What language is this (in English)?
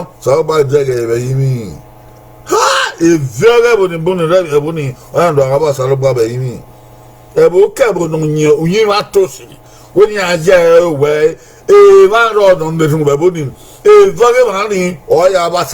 Bini